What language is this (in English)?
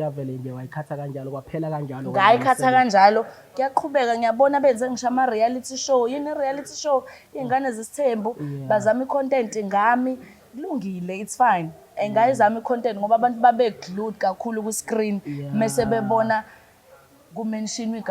Zulu